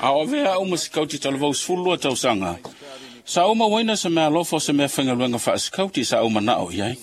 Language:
Samoan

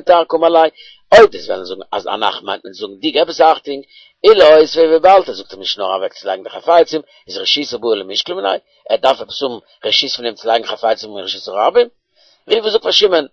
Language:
Yiddish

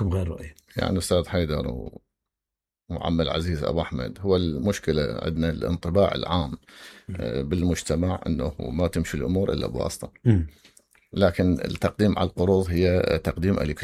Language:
Mesopotamian Arabic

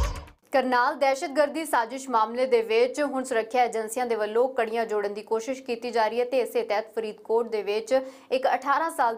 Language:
Punjabi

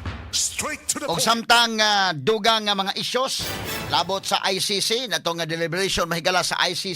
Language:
Cebuano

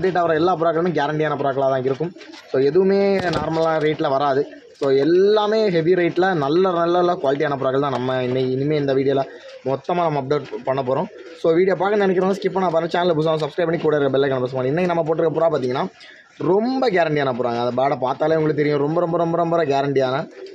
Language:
Tamil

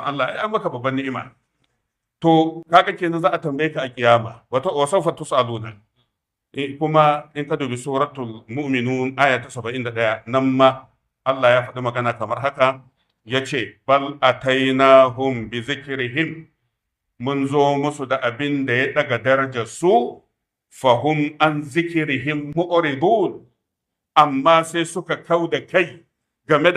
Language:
Hausa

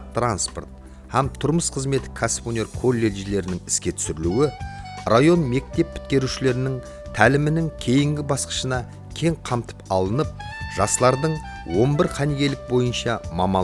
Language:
Kara-Kalpak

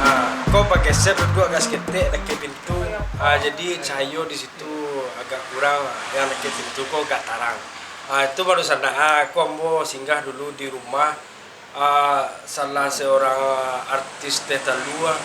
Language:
Minangkabau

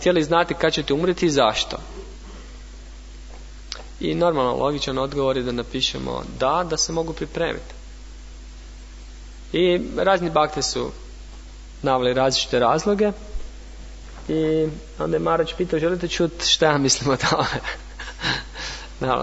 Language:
Croatian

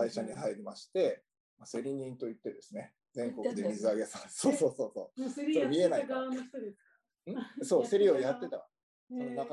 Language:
Japanese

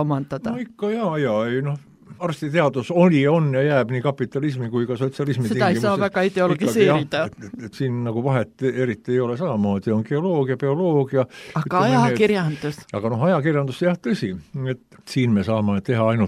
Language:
Estonian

